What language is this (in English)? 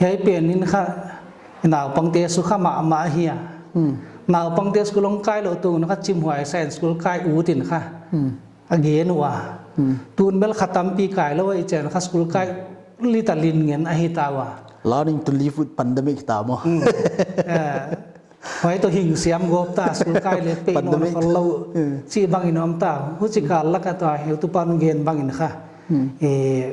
Paite Chin